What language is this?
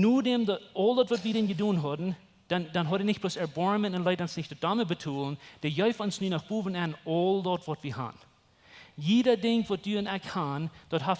Plautdietsch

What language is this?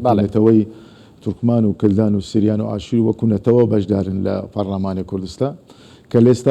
Central Kurdish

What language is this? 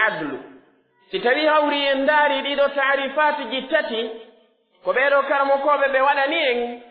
Pular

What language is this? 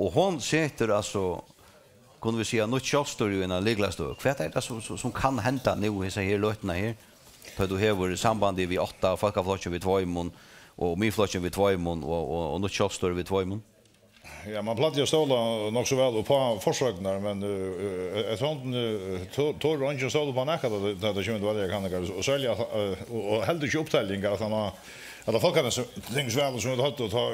Faroese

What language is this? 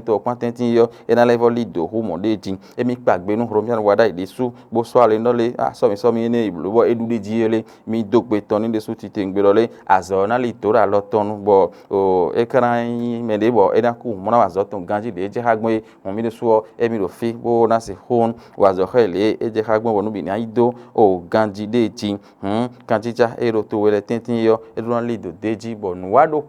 Fon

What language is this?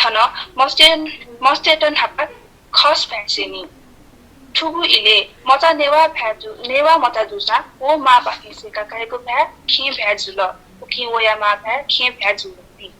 Newari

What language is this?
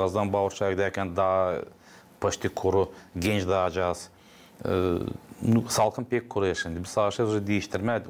Gagauz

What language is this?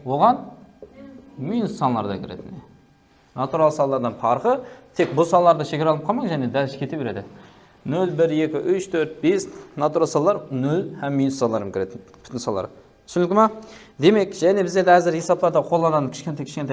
Kara-Kalpak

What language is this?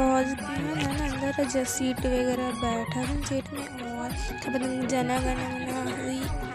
Chhattisgarhi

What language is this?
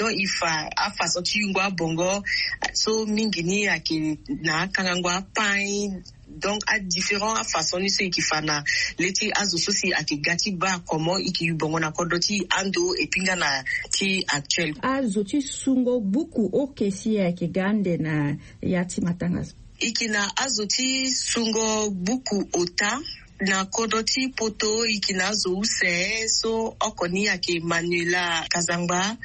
Sango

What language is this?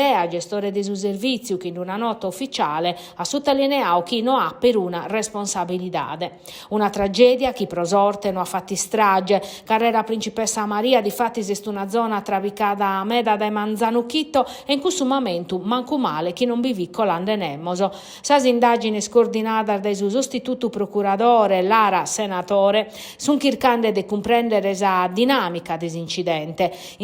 Sardinian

